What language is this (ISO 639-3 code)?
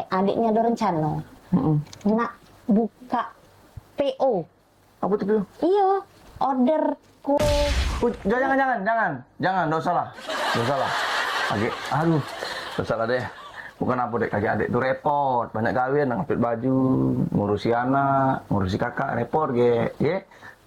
mui